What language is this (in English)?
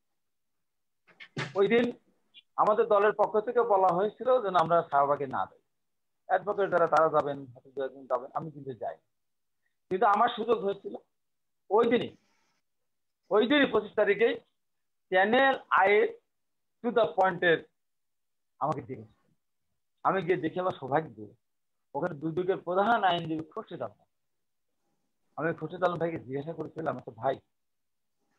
Bangla